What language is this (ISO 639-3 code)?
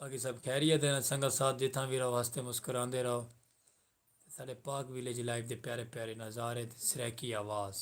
skr